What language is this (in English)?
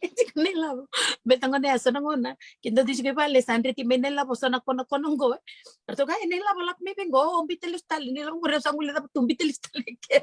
Fijian